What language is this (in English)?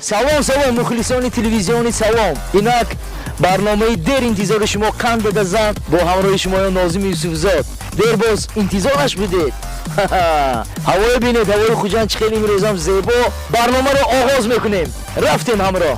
Tajik